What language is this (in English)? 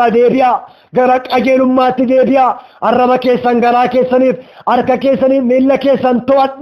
Oromo